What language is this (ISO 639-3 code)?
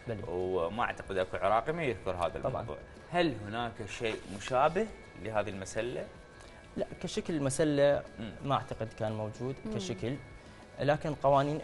acm